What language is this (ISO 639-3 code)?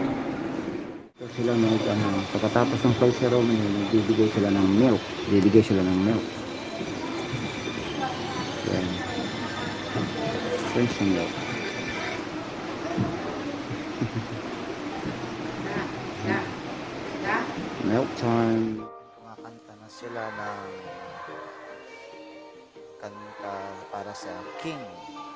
fil